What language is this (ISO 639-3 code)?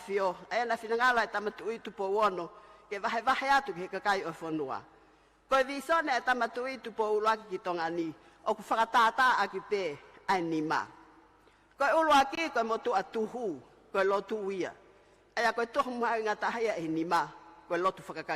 ton